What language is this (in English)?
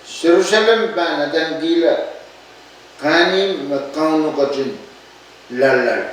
Pohnpeian